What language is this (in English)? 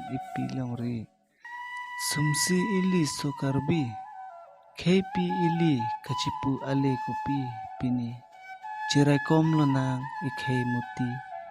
Karbi